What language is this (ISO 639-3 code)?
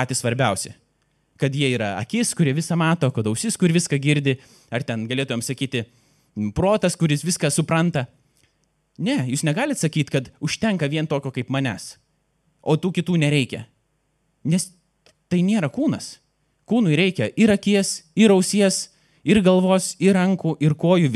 lit